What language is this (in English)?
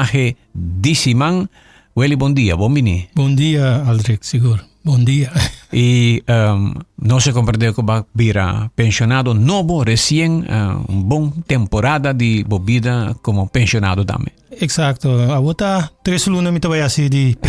Papiamento